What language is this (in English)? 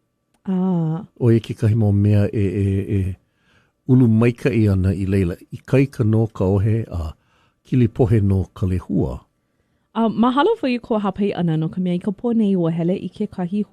Hawaiian